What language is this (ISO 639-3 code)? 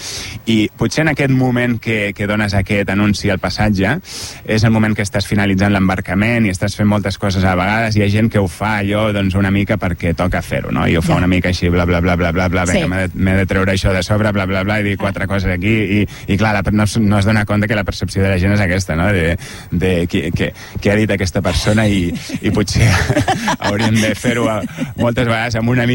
cat